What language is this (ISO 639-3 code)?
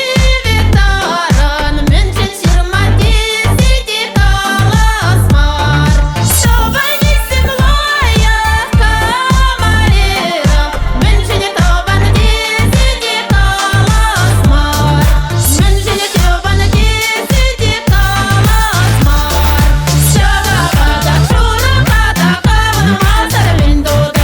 chv